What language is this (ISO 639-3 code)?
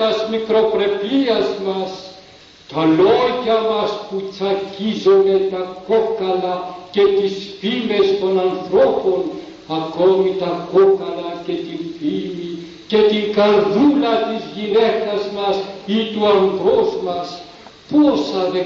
ell